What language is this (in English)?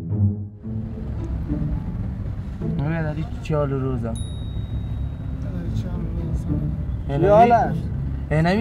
Persian